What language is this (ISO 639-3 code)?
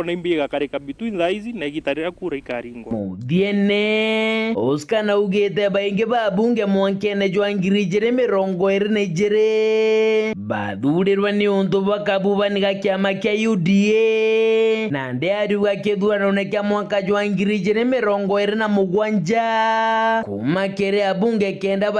mer